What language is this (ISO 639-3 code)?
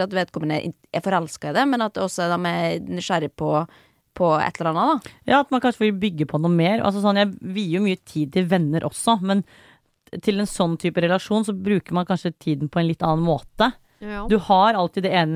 nor